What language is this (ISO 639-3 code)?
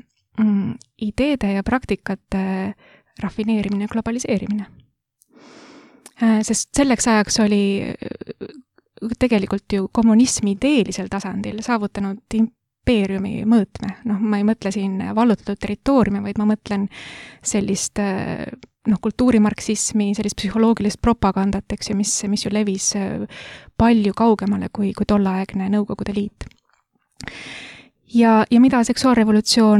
est